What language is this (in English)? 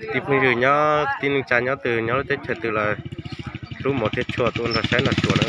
Hmong